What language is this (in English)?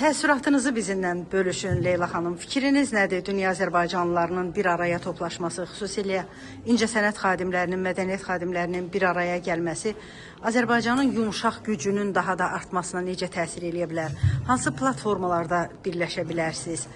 Azerbaijani